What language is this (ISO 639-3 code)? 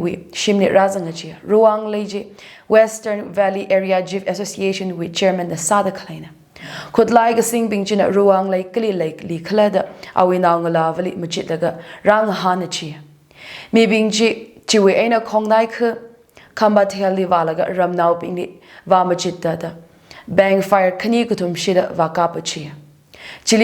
nmf